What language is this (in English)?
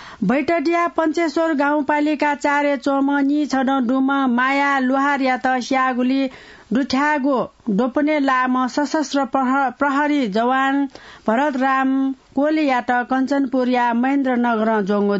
Newari